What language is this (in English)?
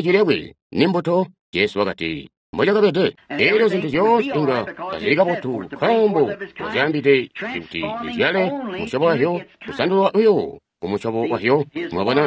Tonga (Zambia)